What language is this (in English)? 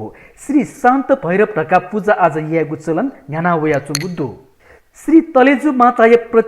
Newari